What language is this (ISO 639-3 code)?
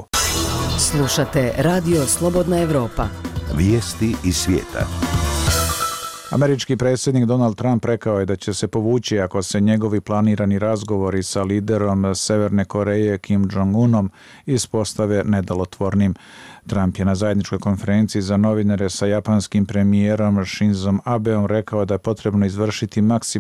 bos